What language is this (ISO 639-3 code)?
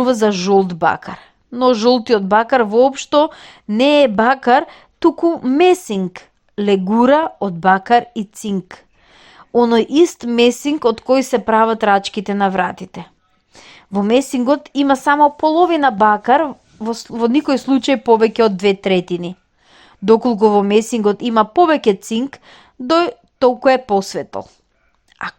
mkd